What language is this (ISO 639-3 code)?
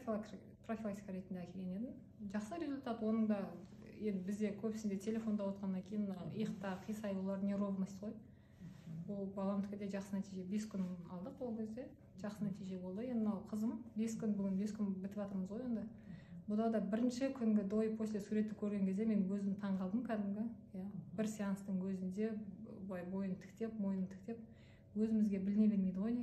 kaz